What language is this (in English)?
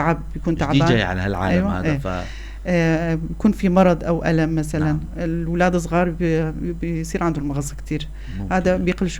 North Levantine Arabic